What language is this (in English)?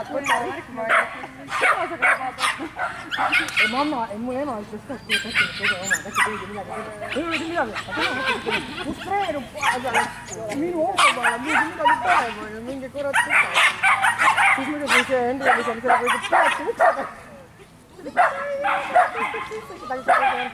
Estonian